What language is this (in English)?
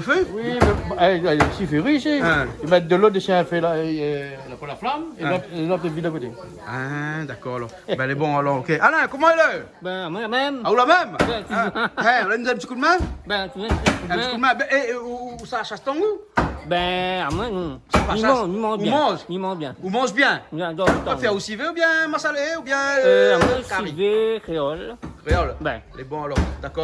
Réunion Creole French